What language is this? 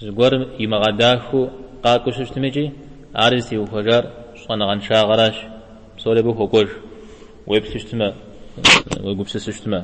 Kabardian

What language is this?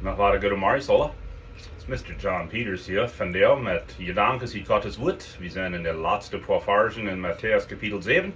Plautdietsch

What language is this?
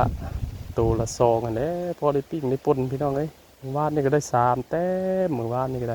Northeastern Thai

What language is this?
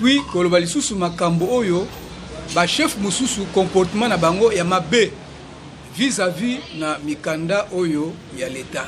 Lingala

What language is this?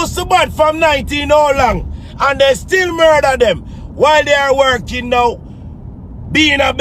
Jamaican Creole English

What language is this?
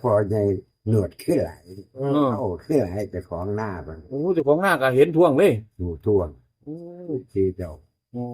Northeastern Thai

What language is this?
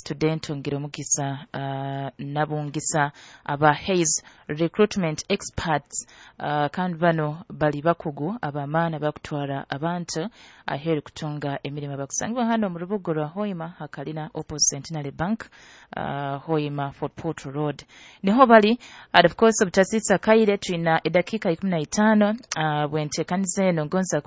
Nyoro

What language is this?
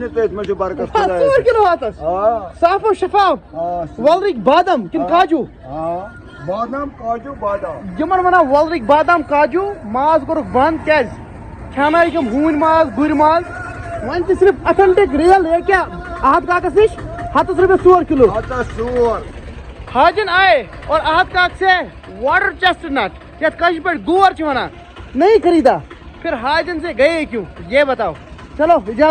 Kashmiri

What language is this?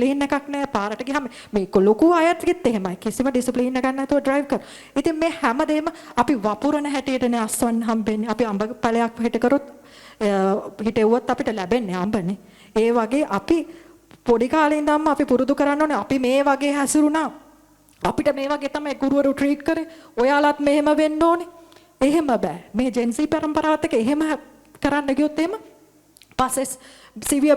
Sinhala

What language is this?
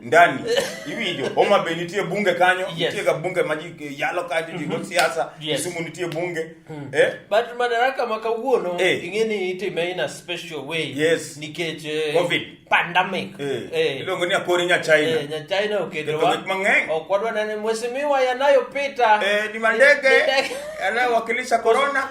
Luo (Kenya and Tanzania)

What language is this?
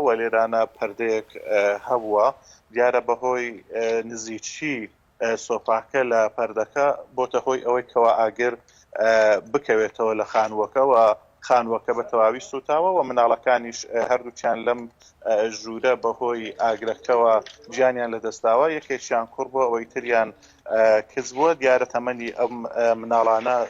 Central Kurdish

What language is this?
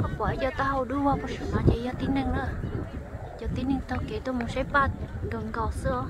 Hmong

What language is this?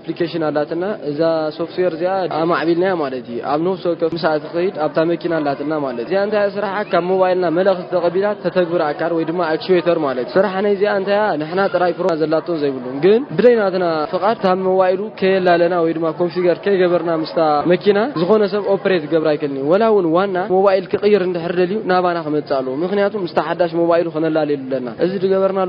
Tigrinya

